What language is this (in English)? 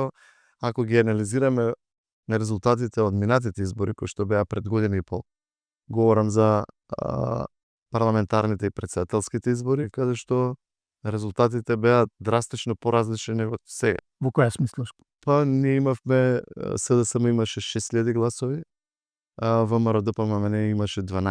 Macedonian